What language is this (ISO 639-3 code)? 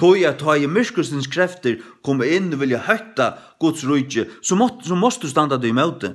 fao